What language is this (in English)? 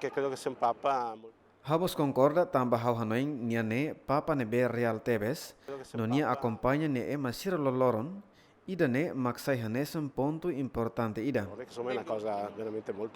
Tetum